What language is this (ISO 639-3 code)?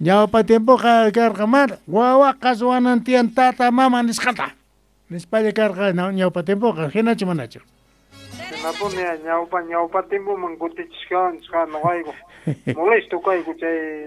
quh